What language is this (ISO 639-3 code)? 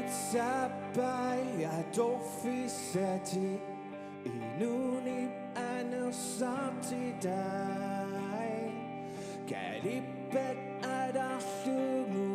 kal